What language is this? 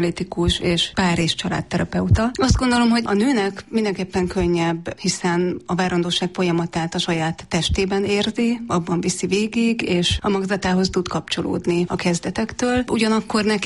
Hungarian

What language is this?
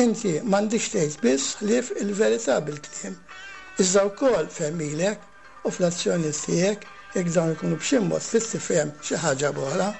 Maltese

